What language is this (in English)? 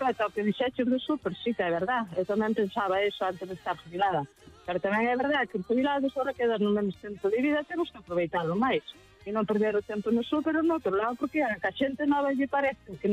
Galician